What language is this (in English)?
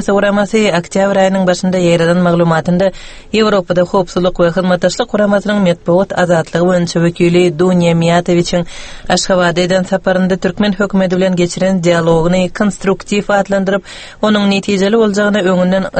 Turkmen